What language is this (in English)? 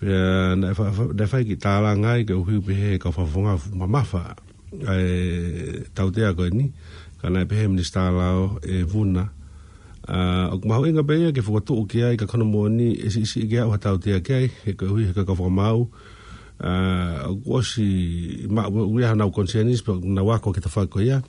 Tongan